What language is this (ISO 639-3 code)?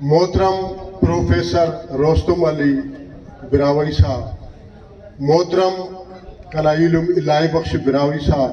brh